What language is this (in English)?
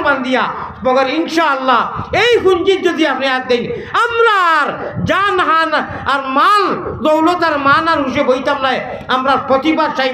Sylheti